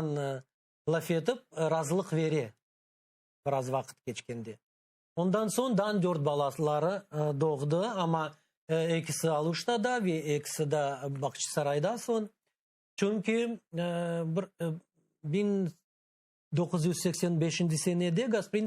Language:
Crimean Tatar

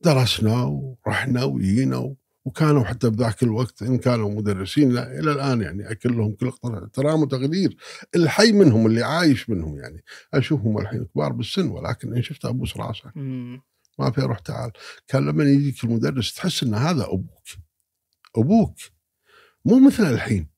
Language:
Gulf Arabic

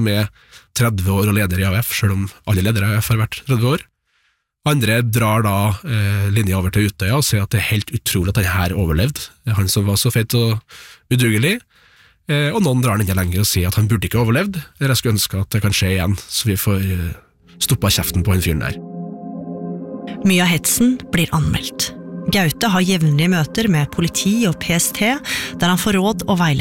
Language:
Norwegian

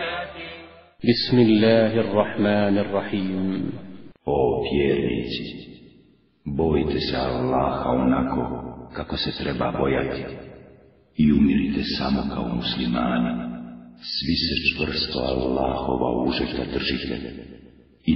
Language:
Bosnian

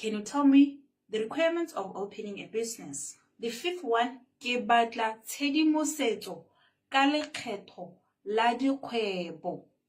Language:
Tswana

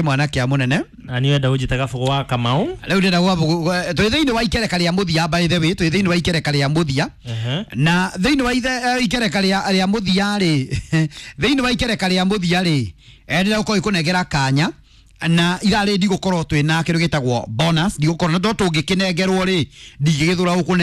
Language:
Kikuyu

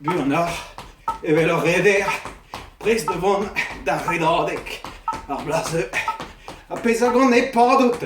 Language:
Breton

